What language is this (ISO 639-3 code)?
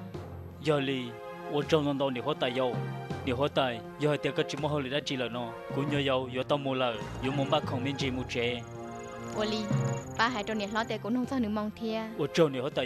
hmn